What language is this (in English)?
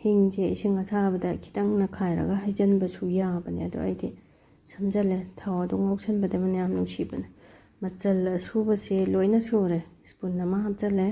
Manipuri